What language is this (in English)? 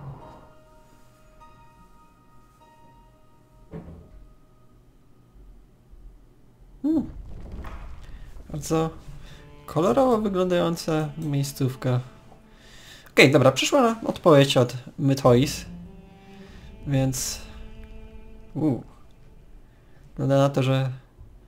Polish